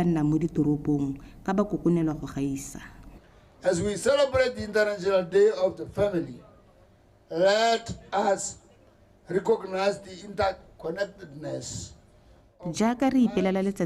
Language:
Tswana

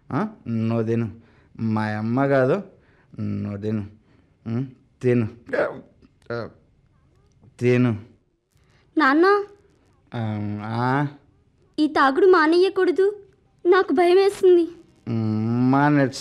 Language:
Telugu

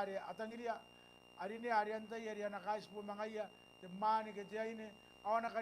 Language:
Gilbertese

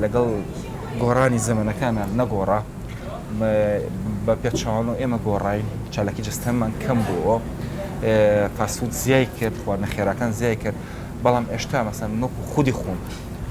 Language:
Central Kurdish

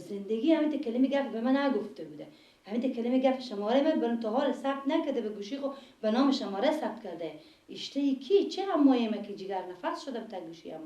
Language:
Persian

